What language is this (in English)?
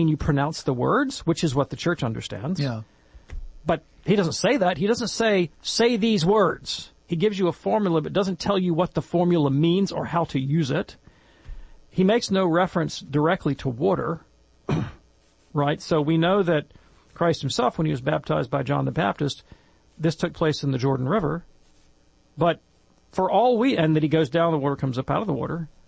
English